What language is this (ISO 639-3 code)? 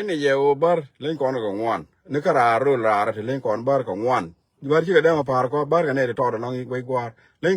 nus